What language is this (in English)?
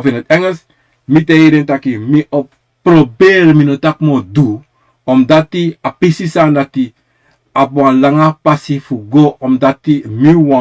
Sranan Tongo